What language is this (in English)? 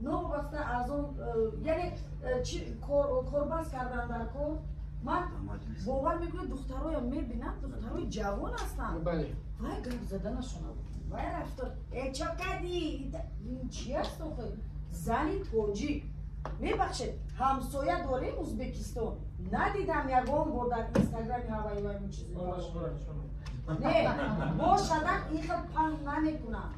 Tajik